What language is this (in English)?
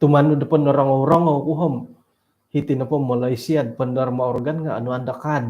Central Dusun